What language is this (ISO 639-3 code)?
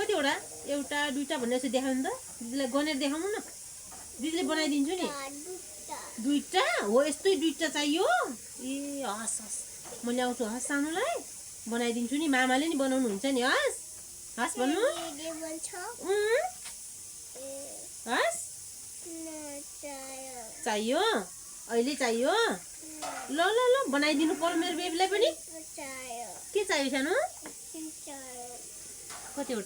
nep